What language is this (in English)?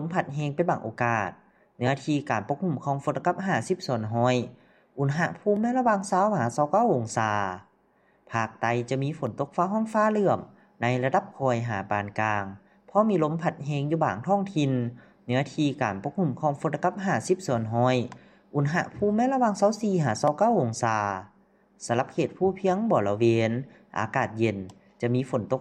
Lao